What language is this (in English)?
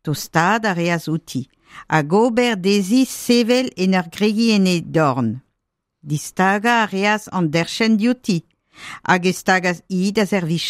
Breton